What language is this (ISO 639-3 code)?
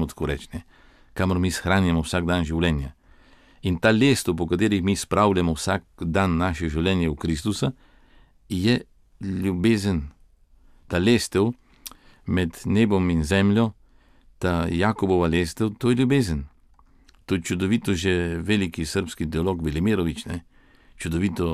slv